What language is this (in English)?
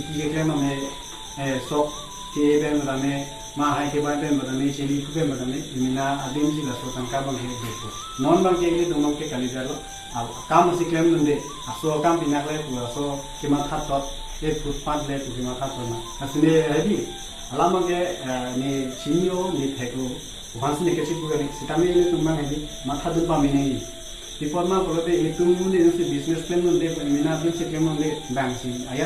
Karbi